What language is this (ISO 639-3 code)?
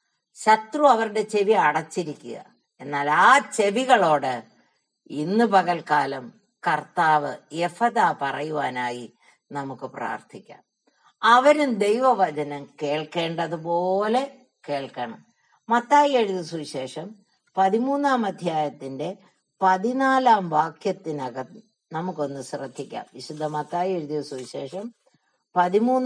mal